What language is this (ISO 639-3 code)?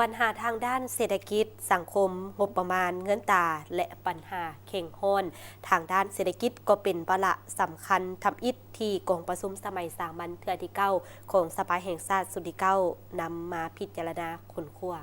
lao